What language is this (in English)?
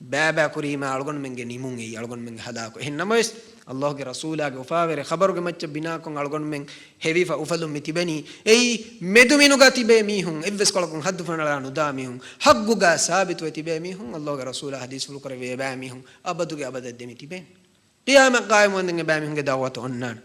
Divehi